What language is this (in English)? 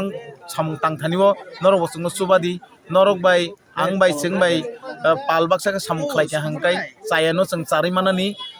Kok Borok